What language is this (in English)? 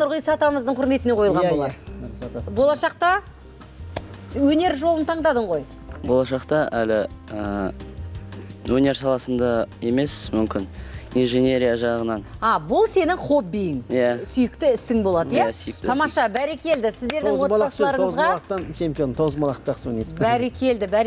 Kazakh